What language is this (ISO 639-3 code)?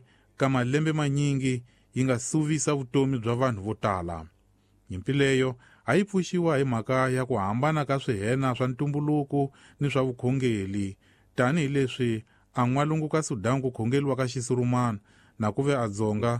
tso